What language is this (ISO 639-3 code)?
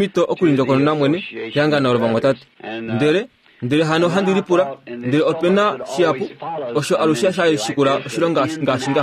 kua